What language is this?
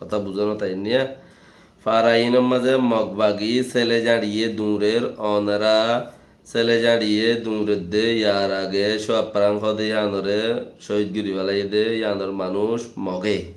Rohingya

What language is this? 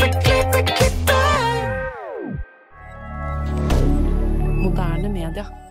Norwegian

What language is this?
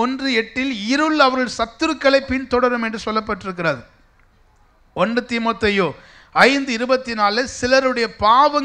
Tamil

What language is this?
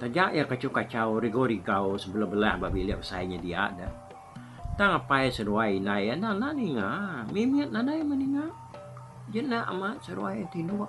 Iban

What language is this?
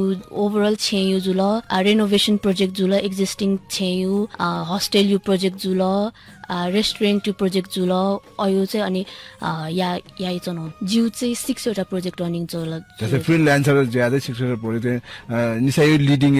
Newari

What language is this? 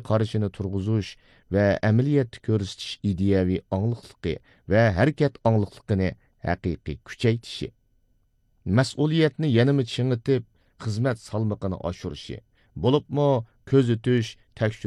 Uyghur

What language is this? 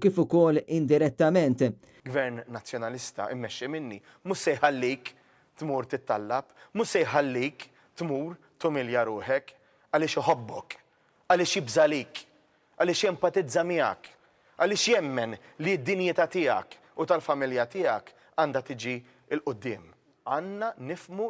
Maltese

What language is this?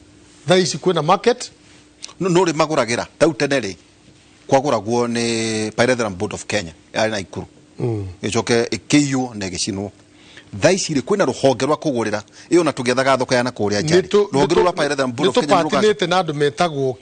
Kikuyu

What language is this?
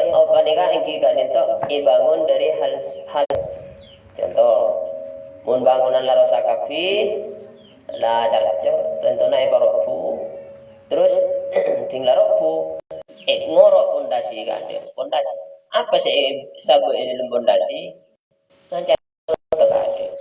Madurese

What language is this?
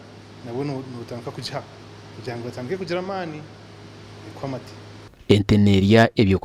Nyankole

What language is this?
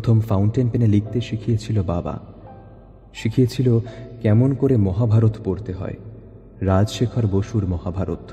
Bangla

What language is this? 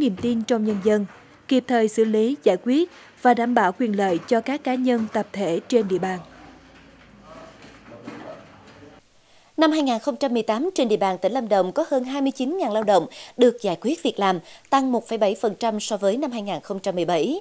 Vietnamese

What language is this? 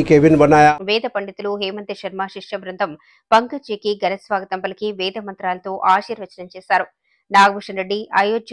Telugu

